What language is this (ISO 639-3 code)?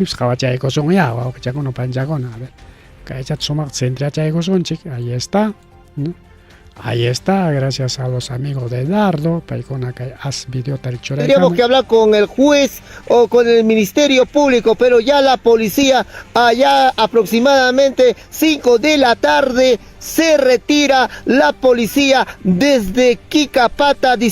quy